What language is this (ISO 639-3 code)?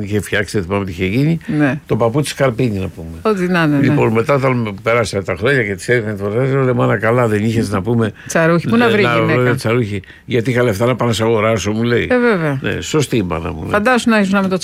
ell